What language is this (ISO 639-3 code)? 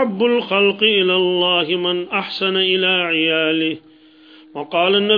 kas